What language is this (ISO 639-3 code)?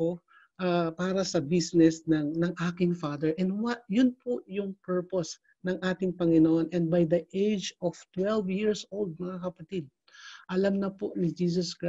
fil